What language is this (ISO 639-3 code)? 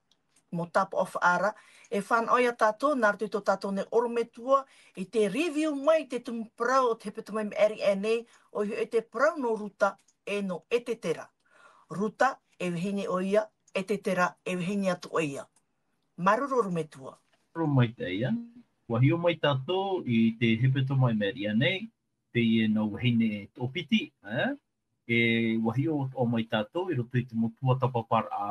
tah